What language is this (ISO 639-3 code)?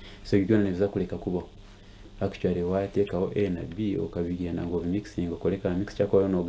nyn